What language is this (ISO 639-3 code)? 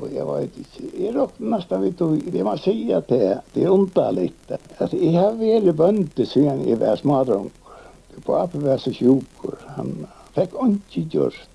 fao